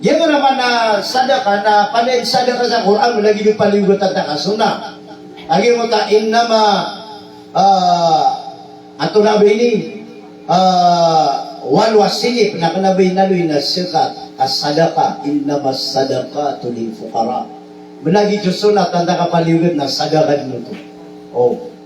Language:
Maranao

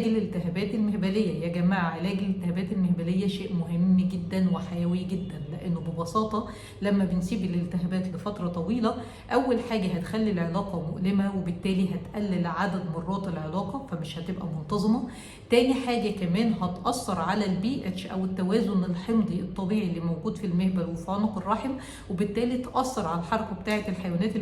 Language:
Egyptian Arabic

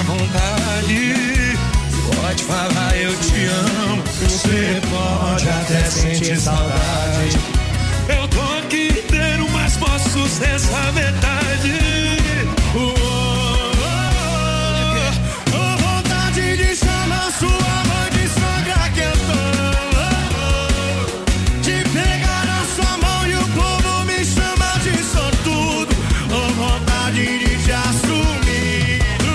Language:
Portuguese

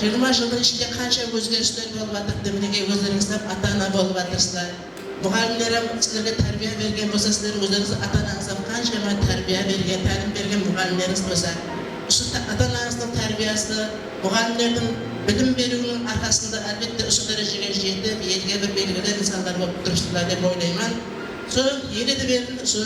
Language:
Kara-Kalpak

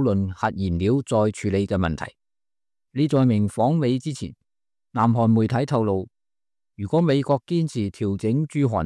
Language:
Cantonese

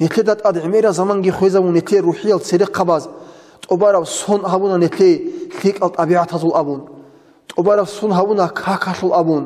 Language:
Avaric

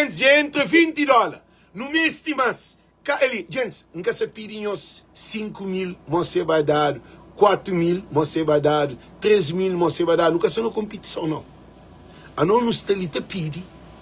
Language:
Kabuverdianu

